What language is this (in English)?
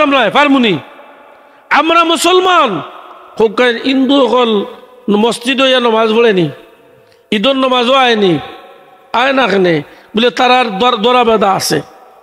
Sylheti